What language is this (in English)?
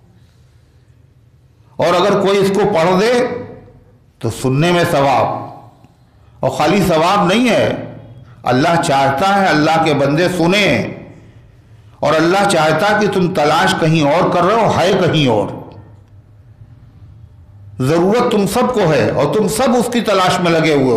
Urdu